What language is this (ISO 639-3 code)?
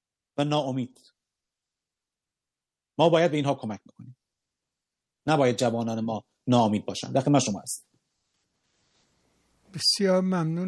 fas